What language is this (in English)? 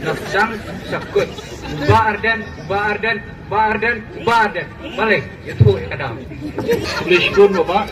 Khasi